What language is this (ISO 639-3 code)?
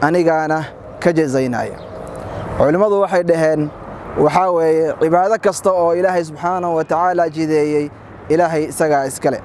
som